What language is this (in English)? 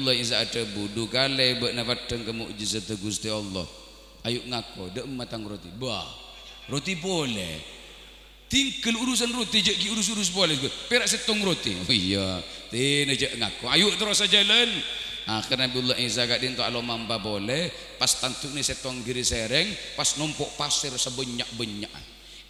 Madurese